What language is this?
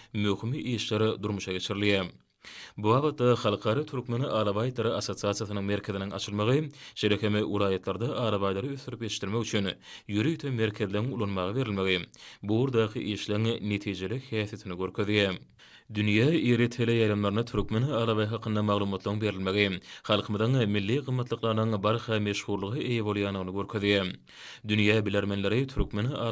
Turkmen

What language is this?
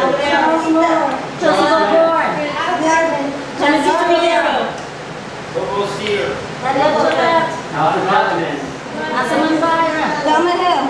English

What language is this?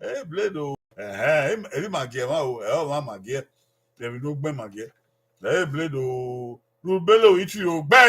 Bini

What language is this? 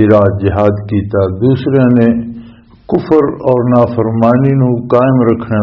Western Panjabi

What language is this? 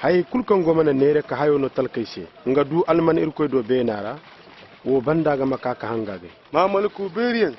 Koyraboro Senni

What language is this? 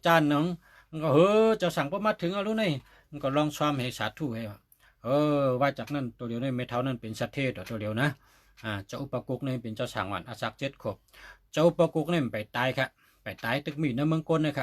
Shan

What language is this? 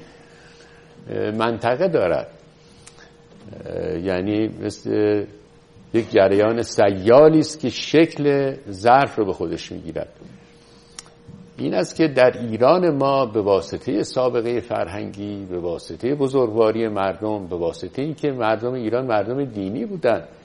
Persian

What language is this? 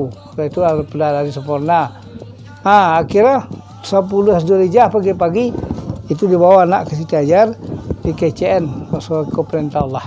Minangkabau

